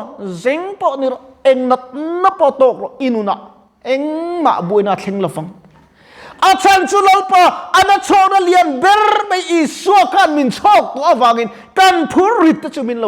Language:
Mizo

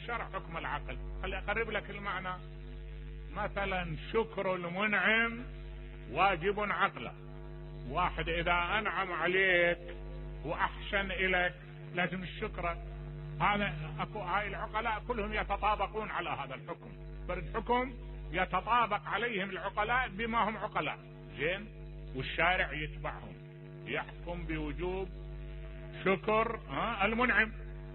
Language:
Mesopotamian Arabic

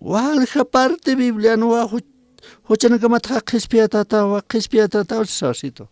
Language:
Aymara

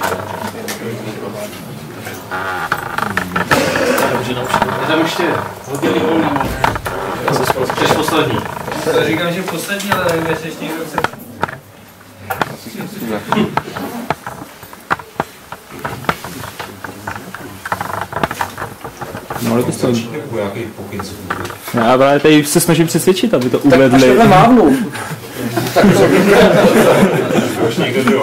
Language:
Czech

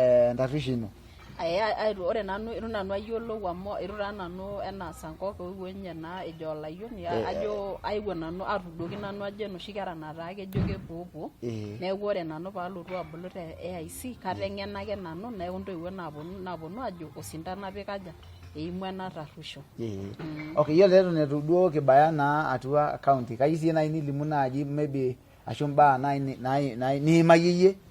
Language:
Masai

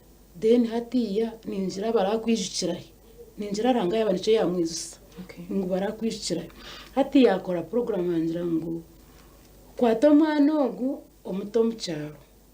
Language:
Nyankole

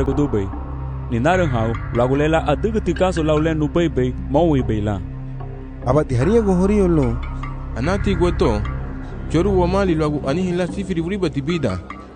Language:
Garifuna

